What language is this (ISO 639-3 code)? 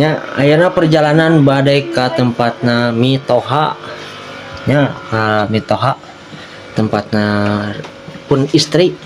sun